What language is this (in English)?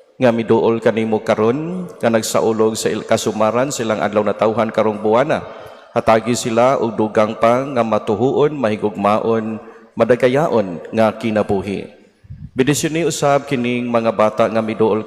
Cebuano